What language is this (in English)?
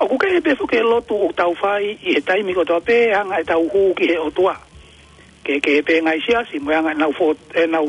Tongan